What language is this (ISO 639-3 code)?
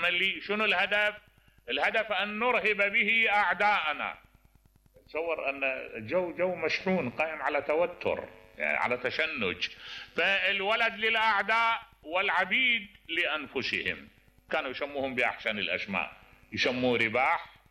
acm